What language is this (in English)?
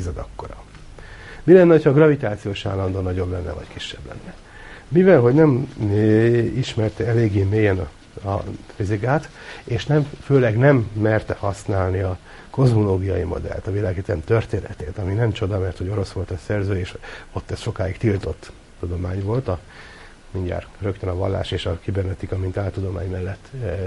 Hungarian